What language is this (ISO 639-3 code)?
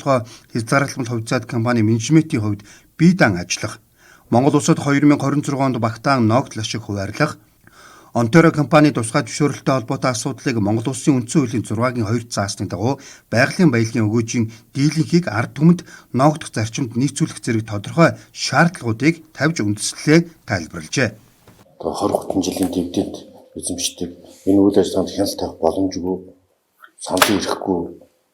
mon